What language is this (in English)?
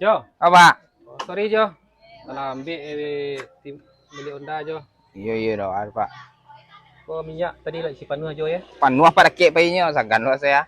Minangkabau